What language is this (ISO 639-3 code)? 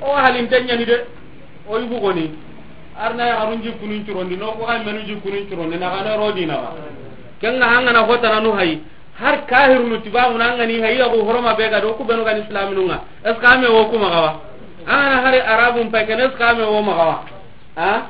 snk